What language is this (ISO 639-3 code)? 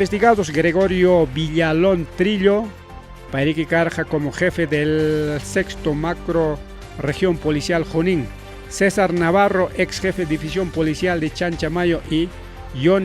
quy